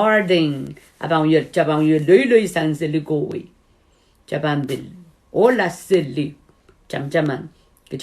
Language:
Pohnpeian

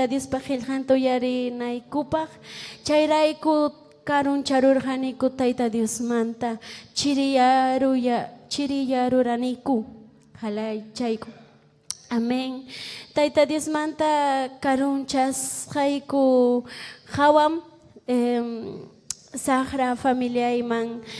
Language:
Ayacucho Quechua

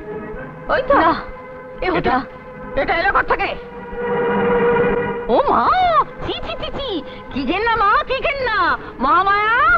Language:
Bangla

